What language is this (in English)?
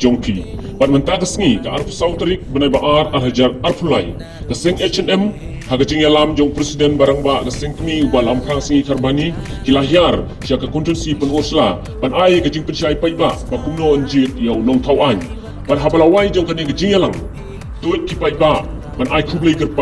Khasi